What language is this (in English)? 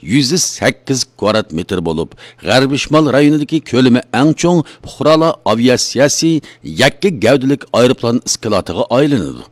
Uyghur